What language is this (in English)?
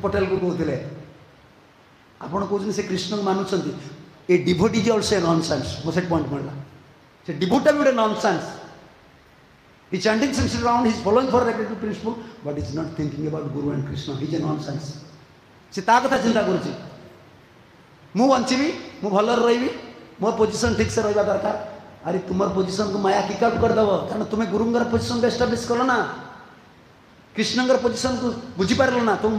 Odia